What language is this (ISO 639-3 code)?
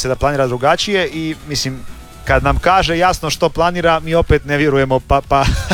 hrv